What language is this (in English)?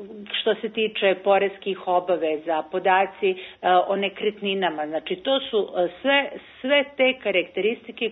Serbian